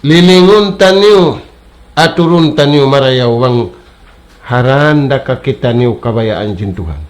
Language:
Tausug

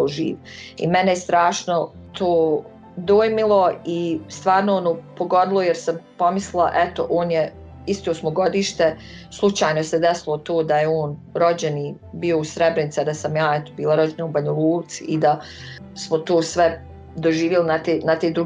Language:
Bosnian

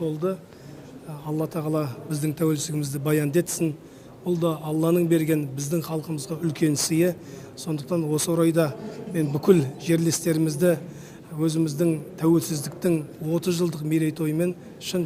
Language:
Kazakh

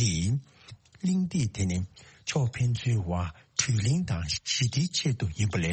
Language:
Tibetan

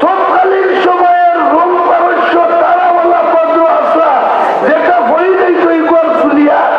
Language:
Sylheti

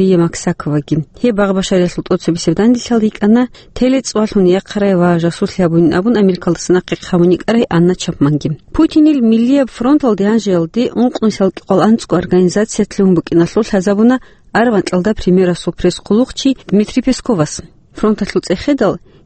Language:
Avaric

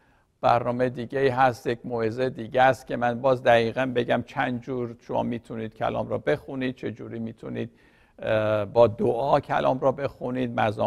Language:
Persian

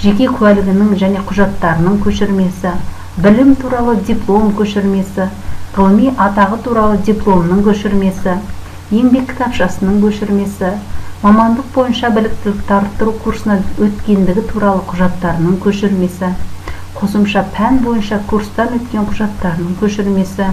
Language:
Kazakh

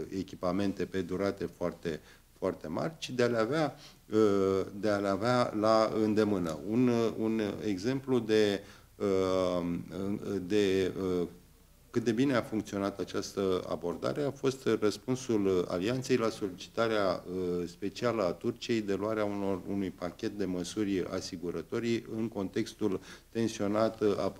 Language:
Romanian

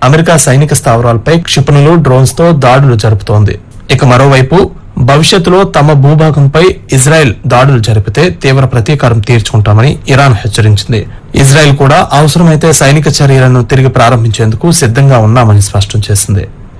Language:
Telugu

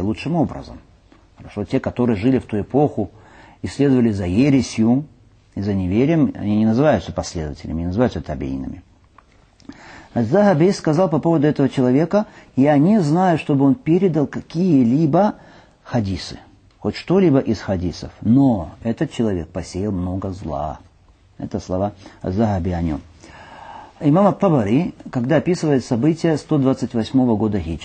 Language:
Russian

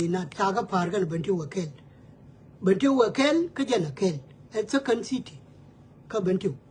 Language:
Nuer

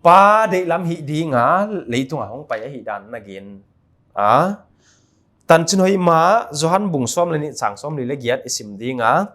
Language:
Paite Chin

